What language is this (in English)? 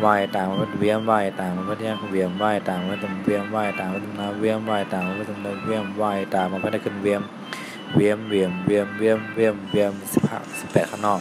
Shan